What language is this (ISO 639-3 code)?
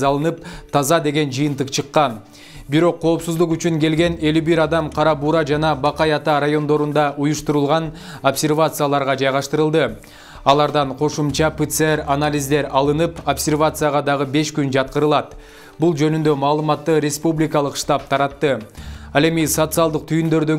kir